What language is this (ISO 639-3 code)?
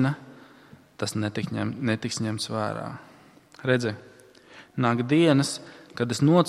lav